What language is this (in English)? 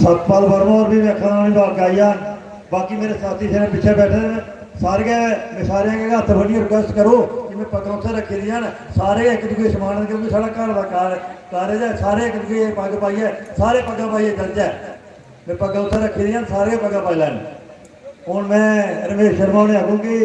Dogri